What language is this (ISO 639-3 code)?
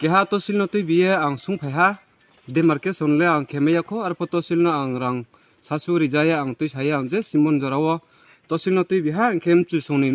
ria